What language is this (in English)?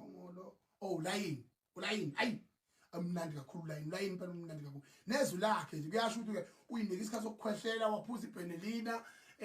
Zulu